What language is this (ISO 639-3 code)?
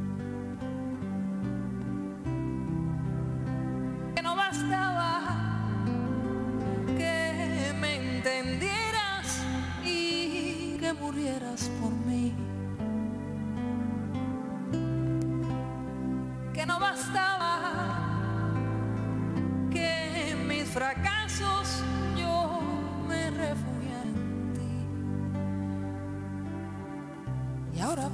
spa